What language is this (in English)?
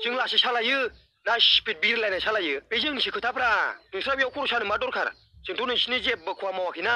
Bodo